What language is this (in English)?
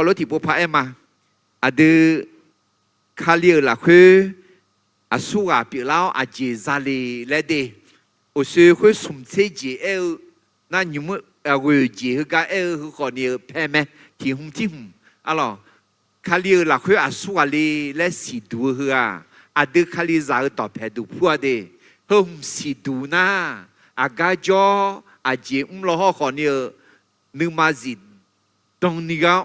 Akha